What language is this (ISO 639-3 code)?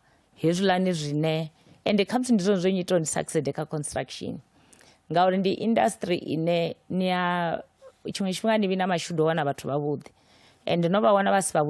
ven